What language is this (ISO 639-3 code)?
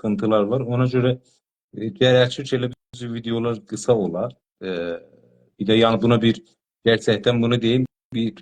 azb